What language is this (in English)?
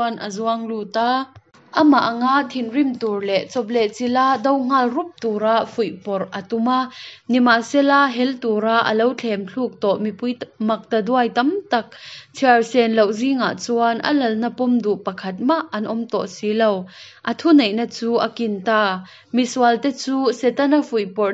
Hakha Chin